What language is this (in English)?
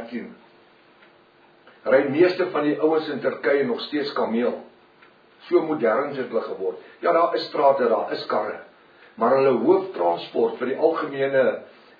Afrikaans